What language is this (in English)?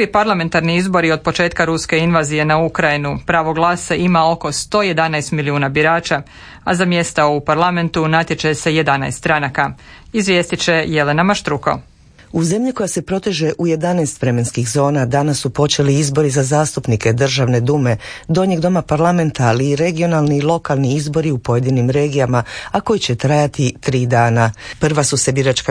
Croatian